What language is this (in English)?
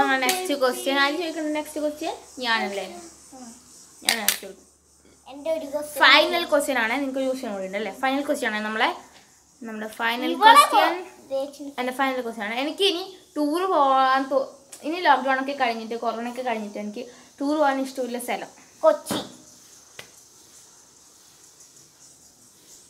Malayalam